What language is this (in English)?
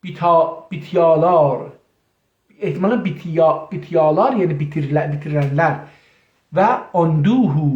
South Azerbaijani